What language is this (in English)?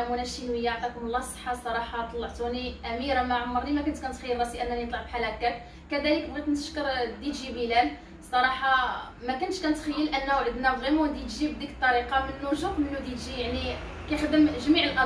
Moroccan Arabic